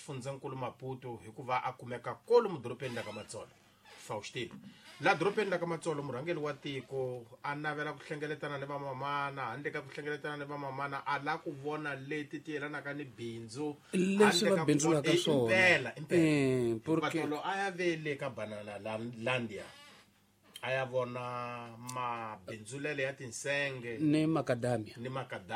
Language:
Tsonga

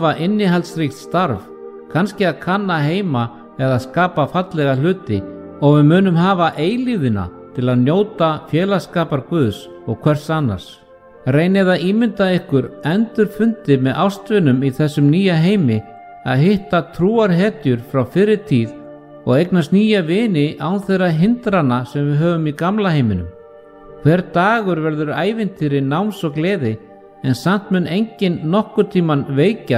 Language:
Icelandic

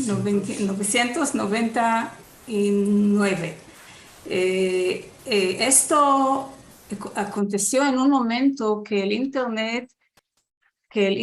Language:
Ladino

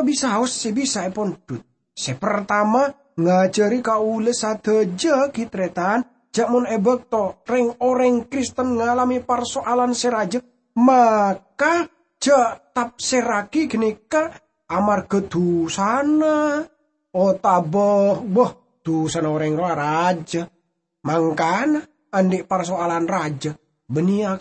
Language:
Madurese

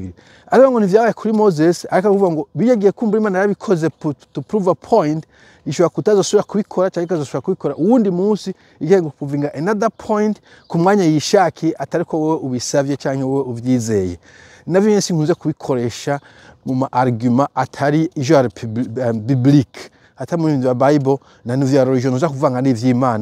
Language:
Rundi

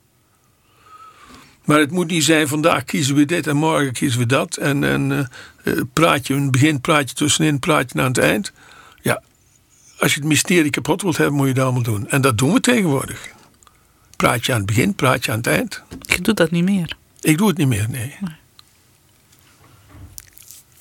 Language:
Dutch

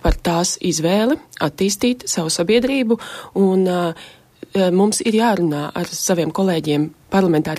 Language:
Latvian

